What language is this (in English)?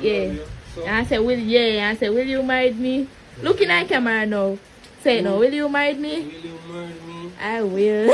Jamaican Creole English